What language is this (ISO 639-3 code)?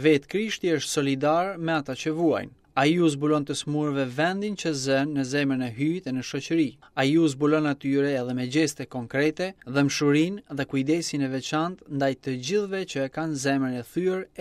sqi